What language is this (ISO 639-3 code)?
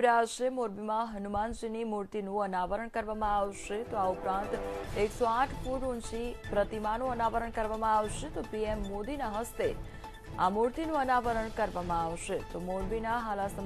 guj